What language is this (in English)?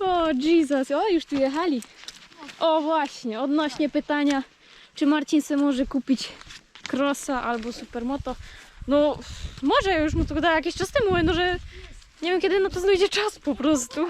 Silesian